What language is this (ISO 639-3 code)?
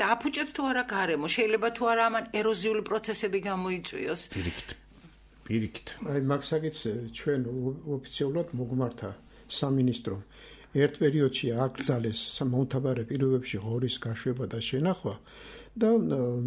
kat